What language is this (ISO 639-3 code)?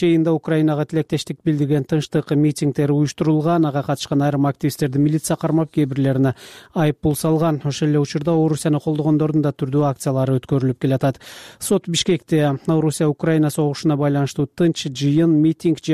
kir